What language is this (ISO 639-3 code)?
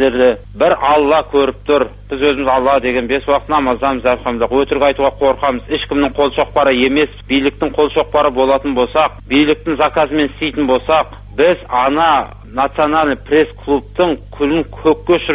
kaz